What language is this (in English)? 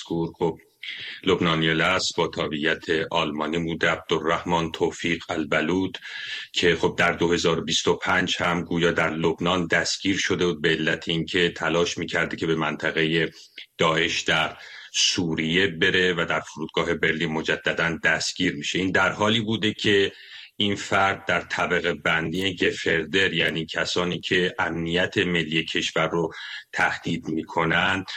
Persian